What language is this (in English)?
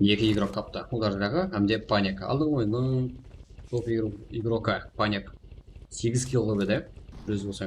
Kara-Kalpak